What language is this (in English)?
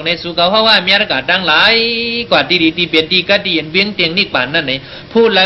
Shan